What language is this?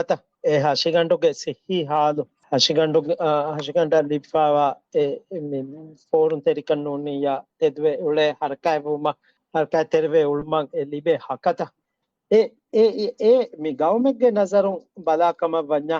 Divehi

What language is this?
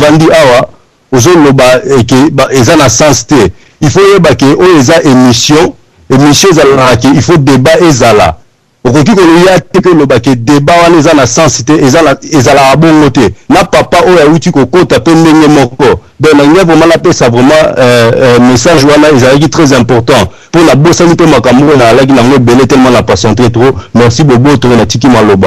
Lingala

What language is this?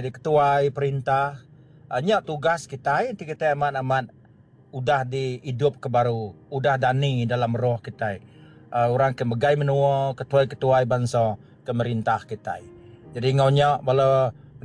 Iban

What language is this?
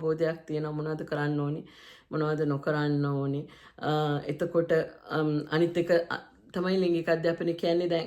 Sinhala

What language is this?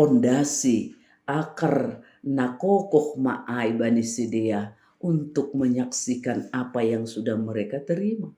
Batak Simalungun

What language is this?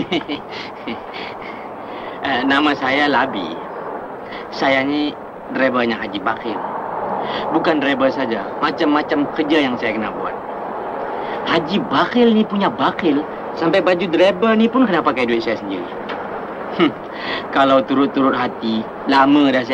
Malay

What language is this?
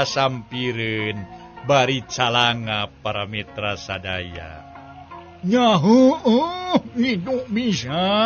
Sundanese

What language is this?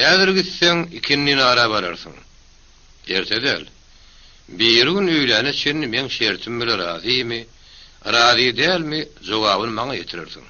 Turkmen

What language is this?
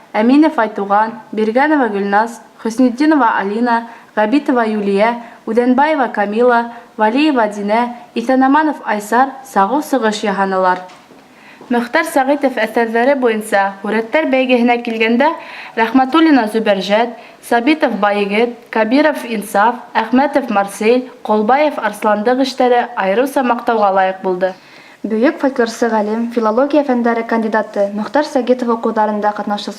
Bashkir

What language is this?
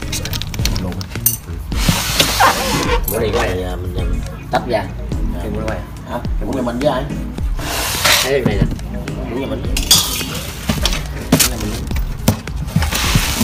Vietnamese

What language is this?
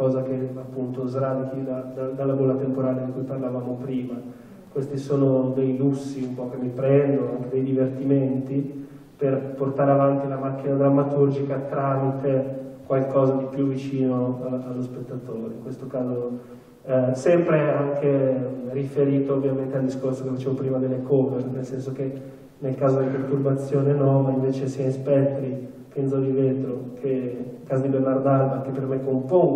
Italian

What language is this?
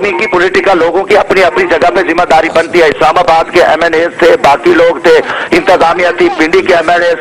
Urdu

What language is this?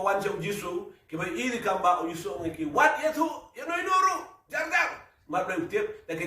Khasi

